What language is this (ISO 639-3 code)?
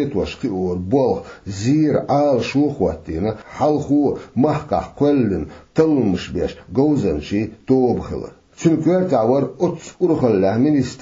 che